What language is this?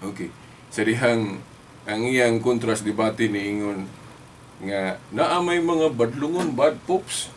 Cebuano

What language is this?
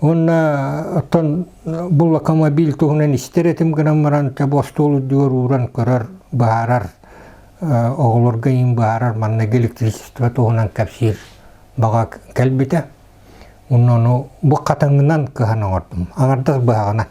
Yakut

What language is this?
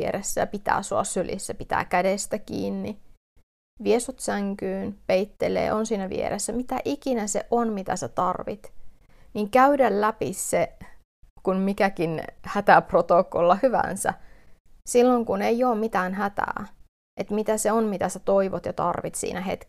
Finnish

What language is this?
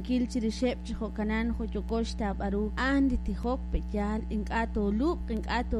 Kekchí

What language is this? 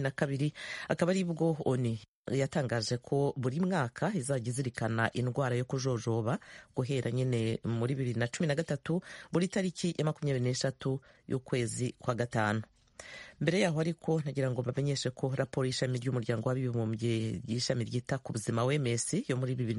Kinyarwanda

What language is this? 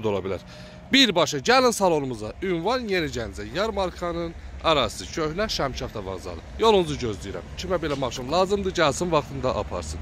Azerbaijani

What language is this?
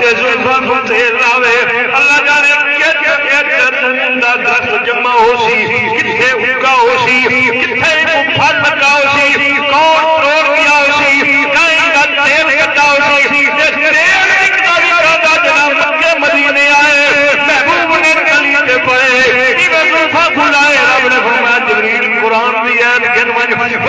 Saraiki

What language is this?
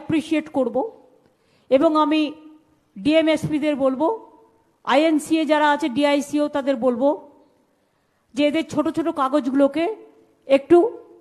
Bangla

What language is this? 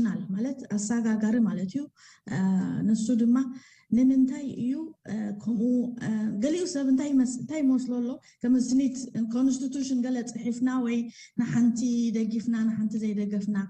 Tigrinya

